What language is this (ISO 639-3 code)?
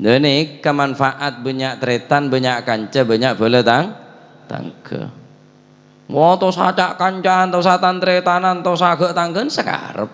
mad